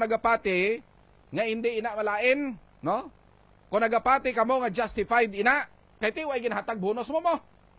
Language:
Hiligaynon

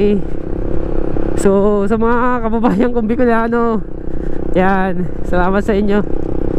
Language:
Filipino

